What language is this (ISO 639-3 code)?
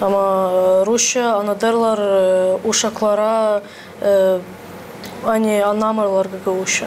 gag